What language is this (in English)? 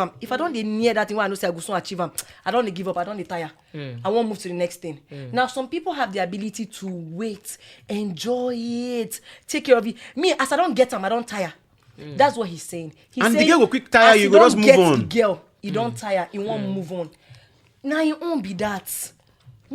Nigerian Pidgin